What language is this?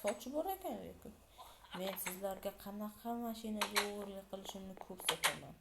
Uzbek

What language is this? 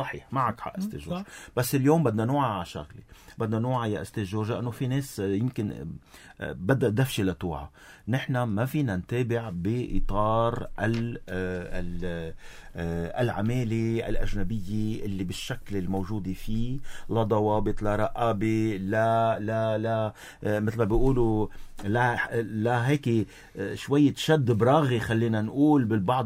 North Levantine Arabic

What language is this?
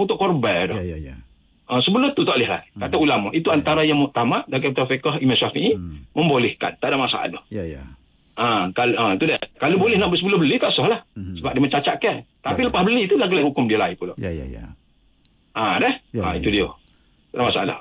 Malay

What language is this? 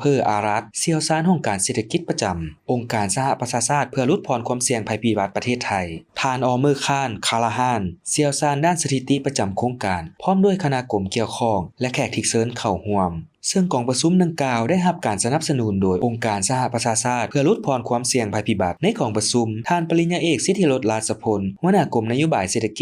Lao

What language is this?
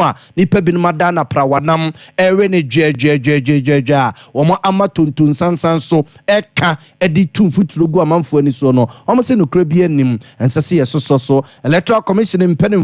Akan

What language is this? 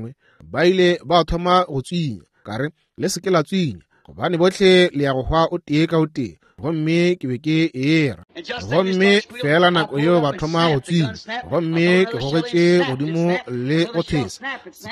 Northern Sotho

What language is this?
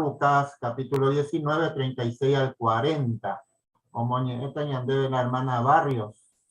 Guarani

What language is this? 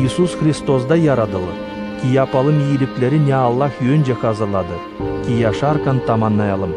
Gagauz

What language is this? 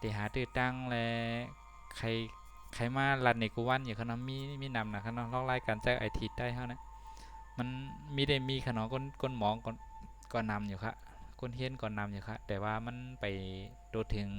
Shan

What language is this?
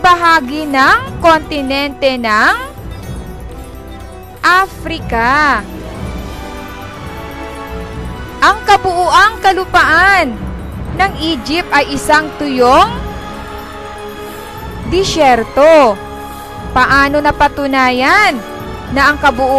Filipino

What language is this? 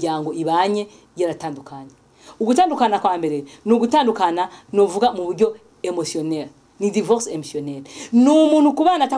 Rundi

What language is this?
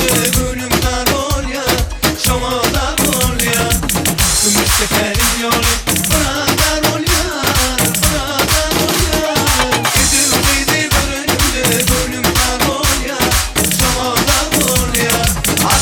Turkmen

